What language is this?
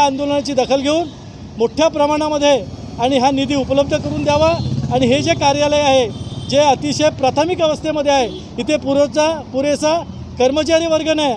Marathi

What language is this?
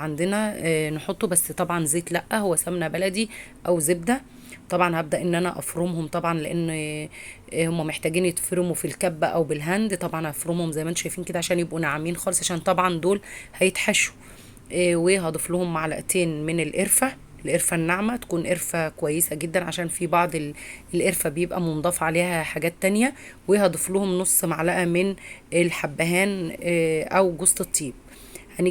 Egyptian Arabic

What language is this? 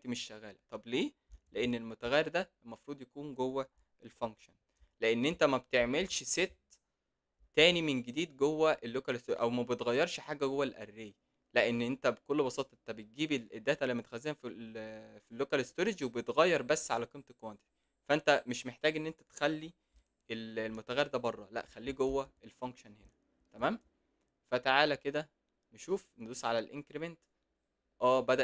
Egyptian Arabic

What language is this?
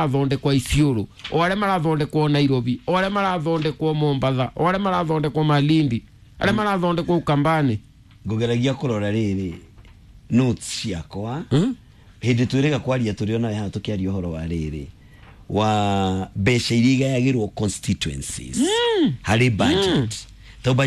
Kikuyu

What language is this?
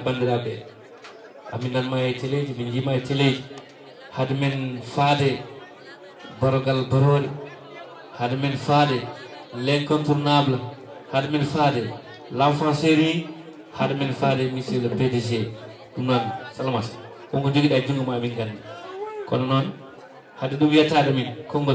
Fula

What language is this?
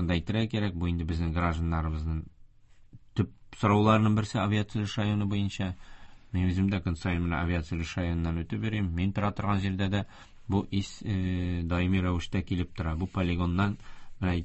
Tatar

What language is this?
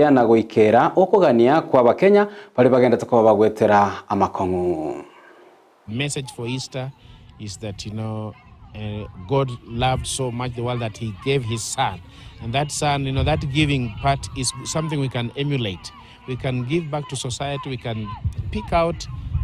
Gusii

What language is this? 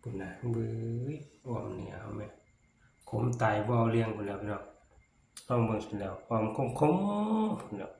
Northeastern Thai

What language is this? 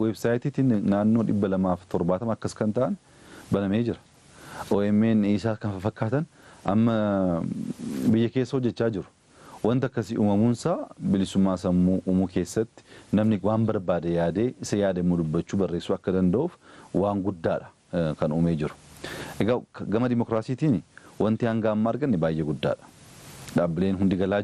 Oromo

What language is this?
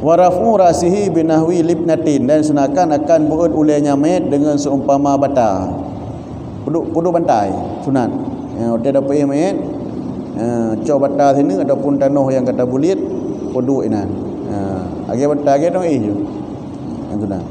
Achinese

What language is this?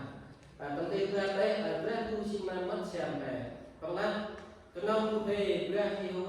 Central Mnong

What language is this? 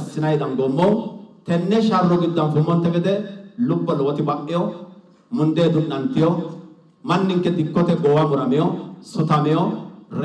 Sidamo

